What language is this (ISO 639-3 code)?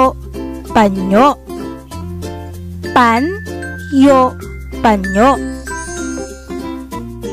fil